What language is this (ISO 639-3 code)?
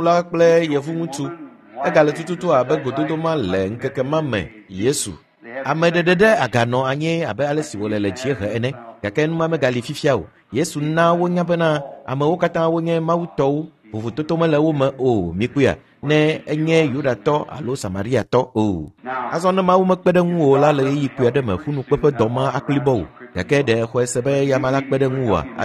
ewe